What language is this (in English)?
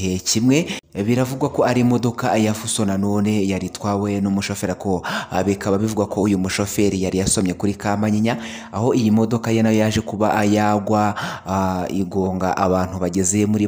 Kinyarwanda